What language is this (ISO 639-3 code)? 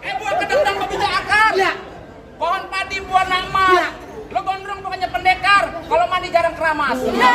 bew